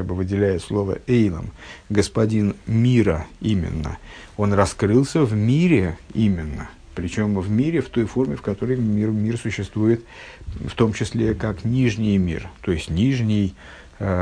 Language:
Russian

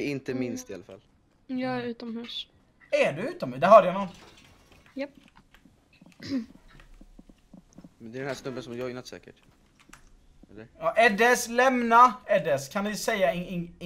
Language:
Swedish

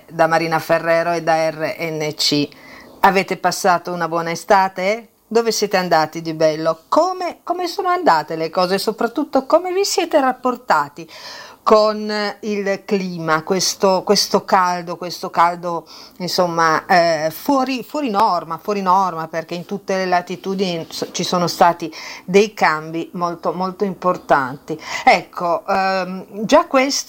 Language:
Italian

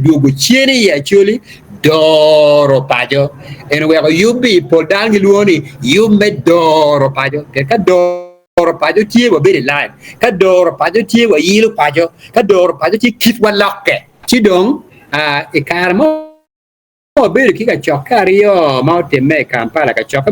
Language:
Acoli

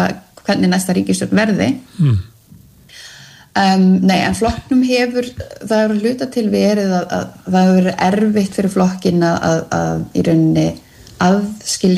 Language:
Icelandic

